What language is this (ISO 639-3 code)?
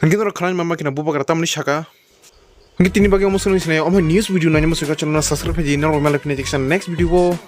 trp